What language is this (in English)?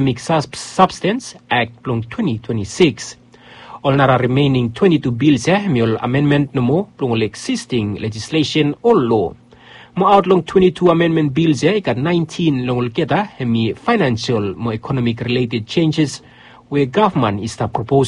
Bislama